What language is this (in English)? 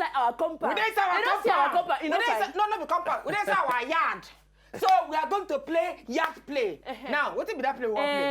Nigerian Pidgin